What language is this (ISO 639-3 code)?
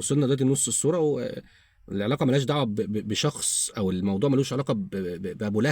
arz